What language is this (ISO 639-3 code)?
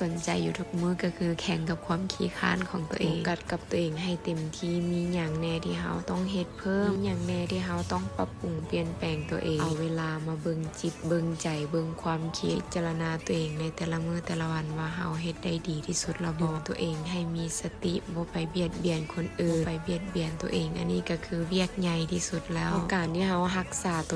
lao